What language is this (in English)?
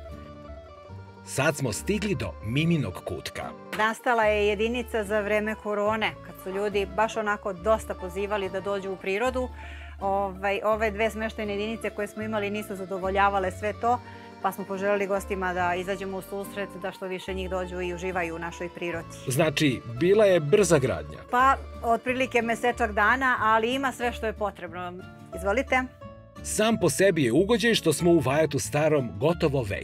Serbian